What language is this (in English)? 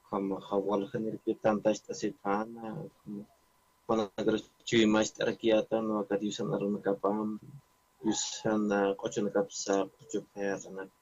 Aymara